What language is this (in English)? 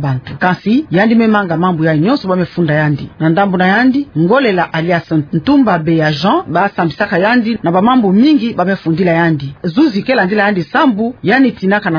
Kituba (Democratic Republic of Congo)